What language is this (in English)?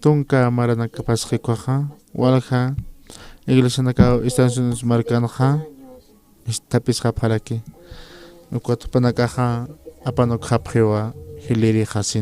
Aymara